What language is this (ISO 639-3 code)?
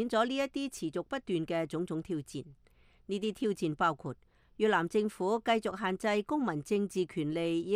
yue